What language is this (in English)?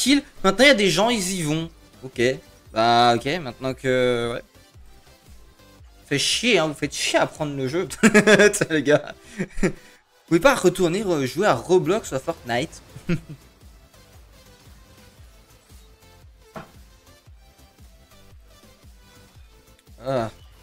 French